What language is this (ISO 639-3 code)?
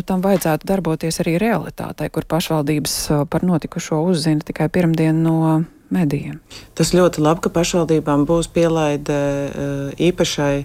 lav